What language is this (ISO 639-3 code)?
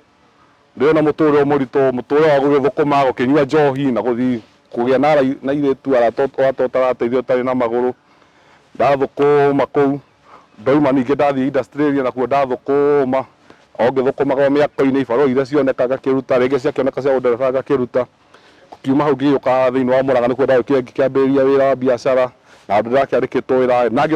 kik